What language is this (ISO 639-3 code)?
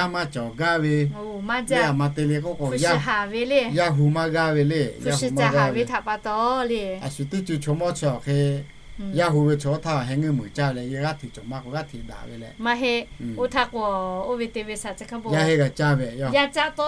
lhu